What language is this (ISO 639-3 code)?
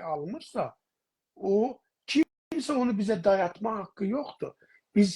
azb